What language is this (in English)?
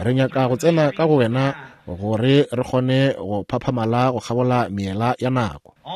Northern Sotho